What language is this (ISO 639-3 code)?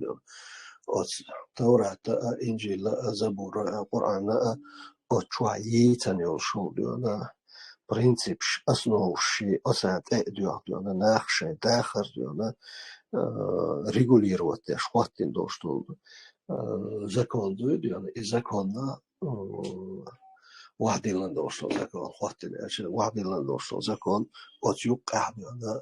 che